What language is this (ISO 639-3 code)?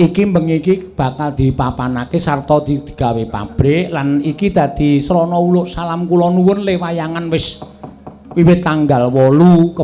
jav